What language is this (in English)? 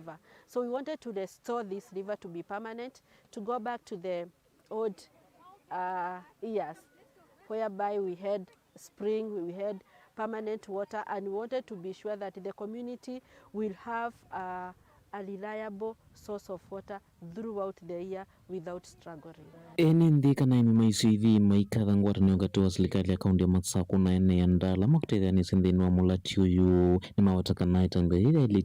Kamba